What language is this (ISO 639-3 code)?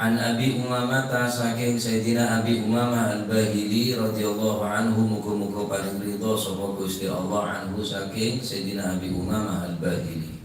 mad